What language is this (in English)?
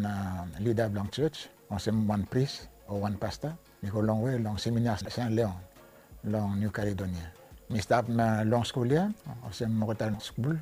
Bislama